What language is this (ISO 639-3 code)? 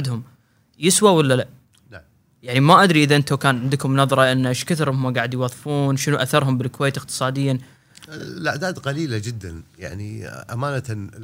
afb